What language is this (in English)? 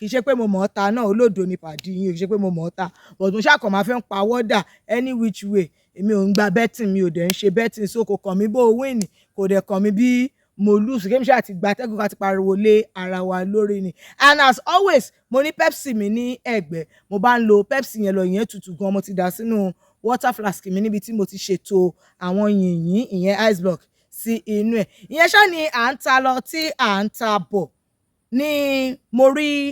Yoruba